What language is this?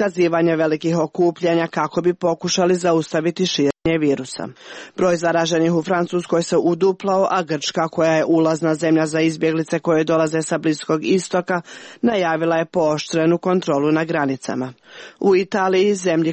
Serbian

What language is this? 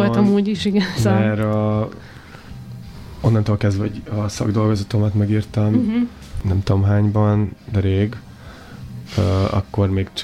Hungarian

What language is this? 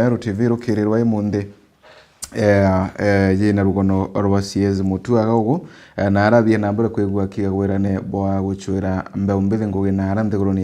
Meru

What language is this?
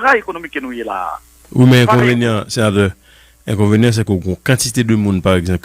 Haitian Creole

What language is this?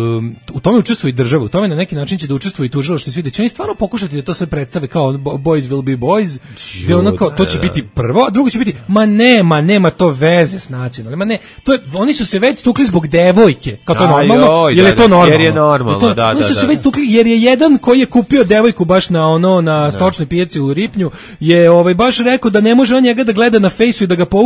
Serbian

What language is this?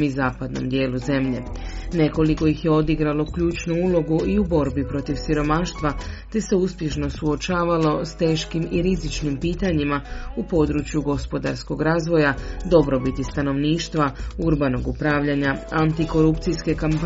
Croatian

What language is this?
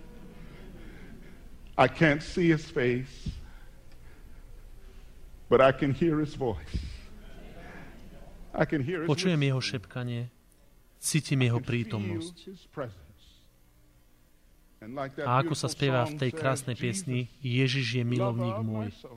Slovak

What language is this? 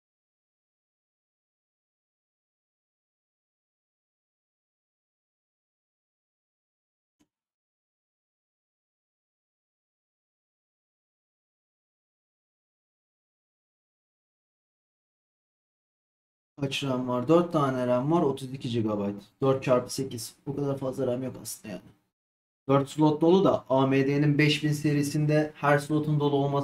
Turkish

